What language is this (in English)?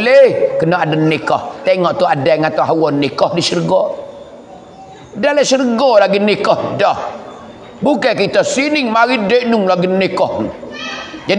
Pattani Malay